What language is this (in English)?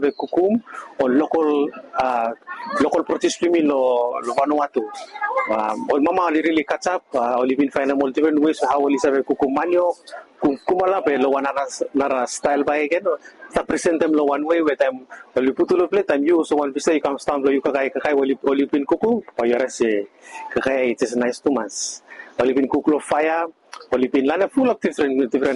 Bislama